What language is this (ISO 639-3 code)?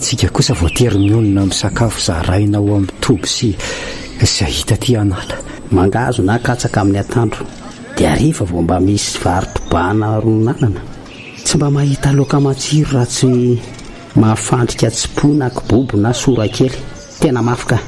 mlg